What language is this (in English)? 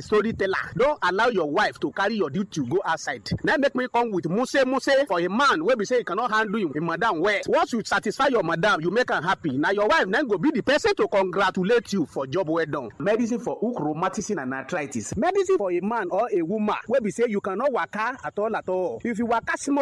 Nigerian Pidgin